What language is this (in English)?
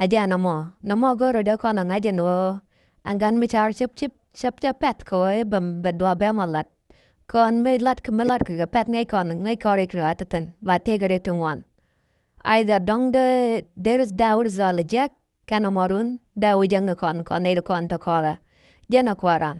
Nuer